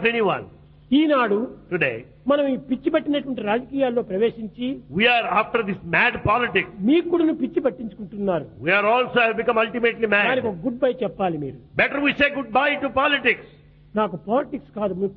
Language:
Telugu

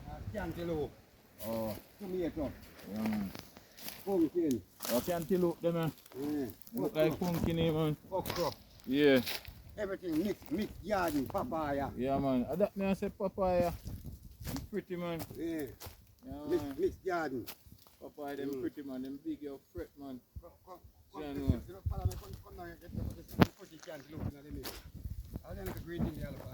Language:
Jamaican Creole English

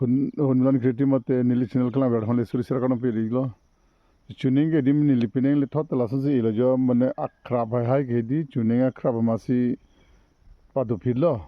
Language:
Karbi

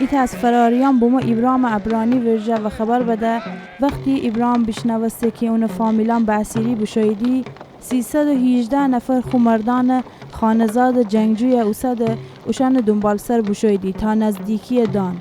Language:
Gilaki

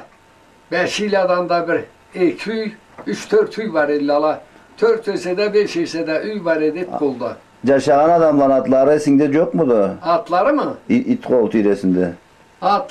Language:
Karachay-Balkar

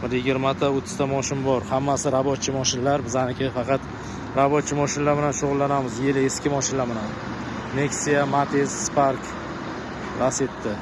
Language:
Uzbek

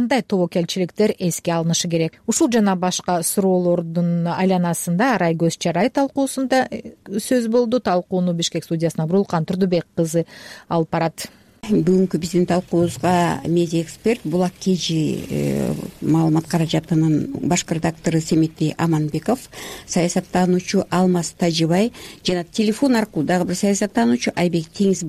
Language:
Kyrgyz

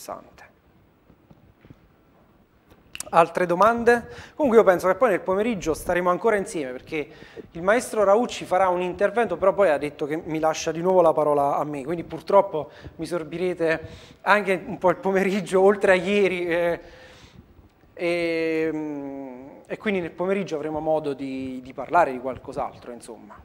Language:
Italian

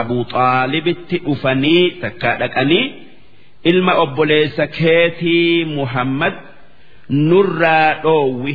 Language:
Oromo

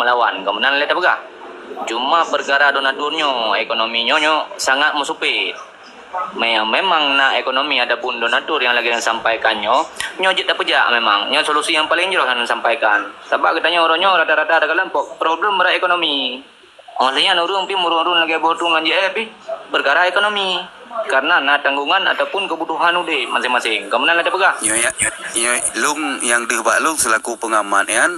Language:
Achinese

